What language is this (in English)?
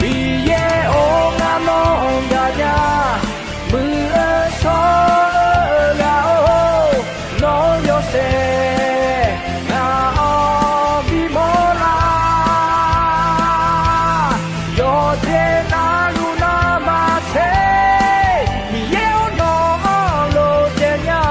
Akha